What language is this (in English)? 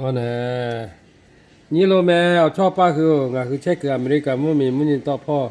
Lahu